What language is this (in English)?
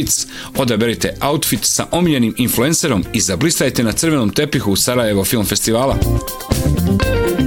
Bosnian